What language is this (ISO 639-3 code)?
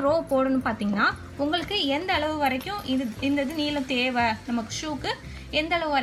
tam